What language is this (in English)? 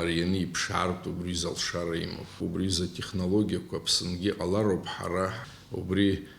Abkhazian